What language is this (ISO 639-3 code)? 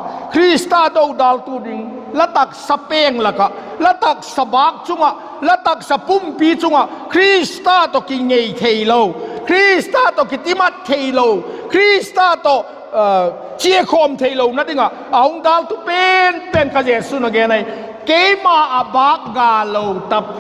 vap